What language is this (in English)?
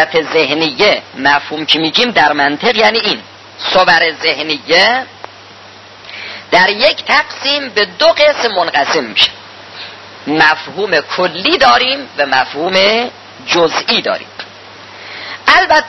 Persian